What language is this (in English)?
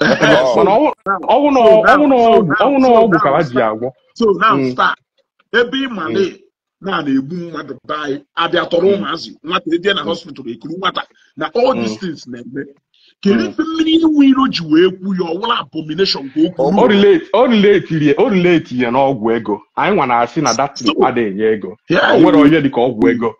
Igbo